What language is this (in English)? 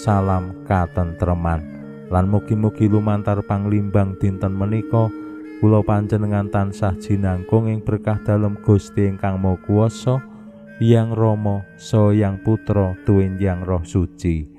Javanese